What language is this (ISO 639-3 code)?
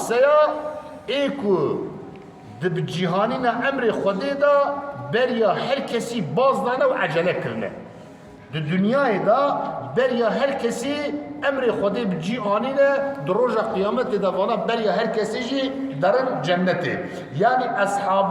kur